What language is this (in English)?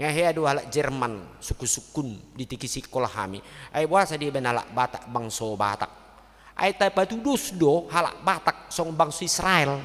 Batak Toba